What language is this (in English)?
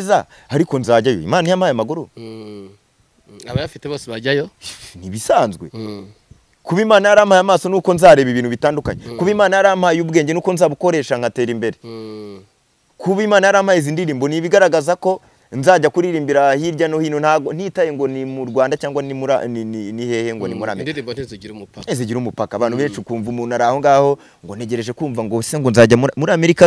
Kinyarwanda